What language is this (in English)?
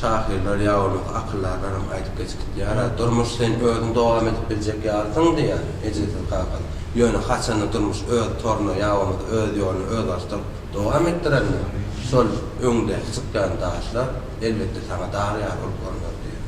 Turkmen